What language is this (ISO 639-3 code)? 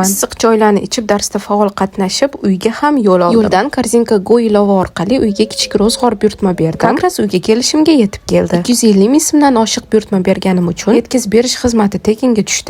uzb